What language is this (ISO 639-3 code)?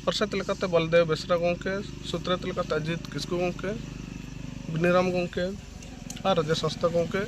sat